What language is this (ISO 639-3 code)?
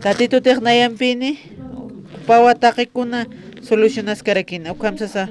aym